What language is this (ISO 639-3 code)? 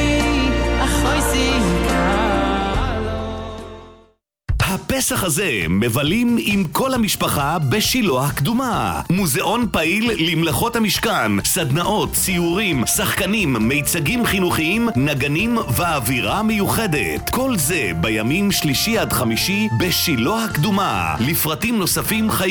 heb